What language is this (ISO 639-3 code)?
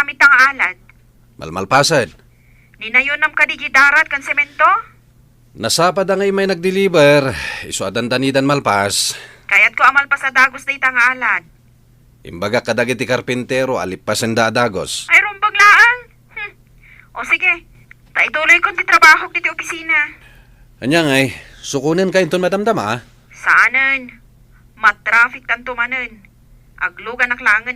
ilo